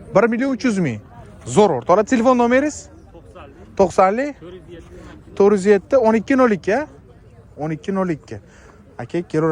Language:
Uzbek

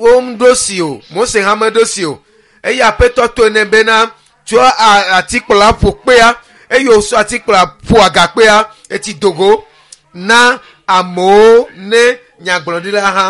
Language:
Ewe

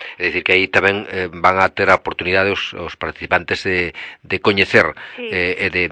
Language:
Galician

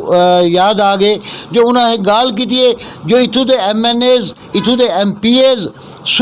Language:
Western Panjabi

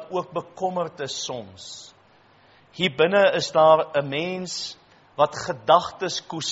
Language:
Afrikaans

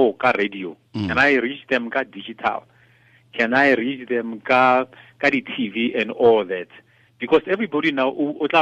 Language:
Tswana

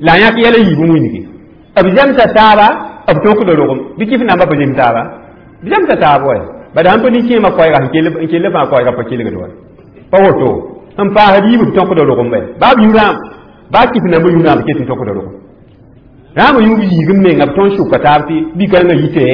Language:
Mossi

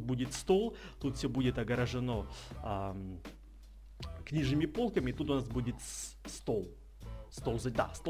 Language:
Russian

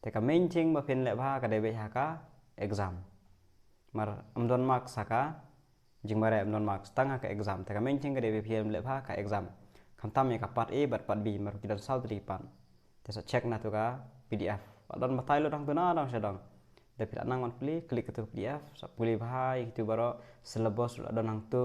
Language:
Khasi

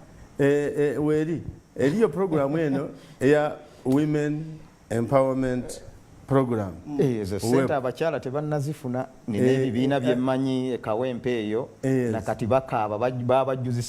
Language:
Soga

